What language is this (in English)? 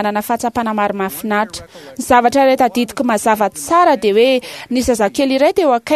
Malagasy